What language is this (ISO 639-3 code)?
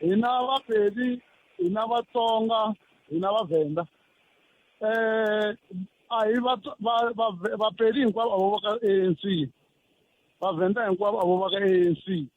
tso